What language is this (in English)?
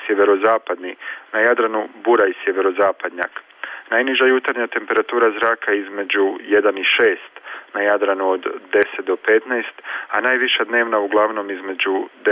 Croatian